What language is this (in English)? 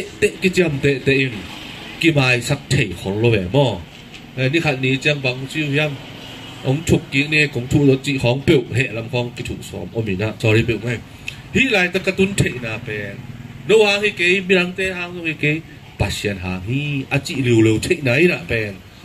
Tedim Chin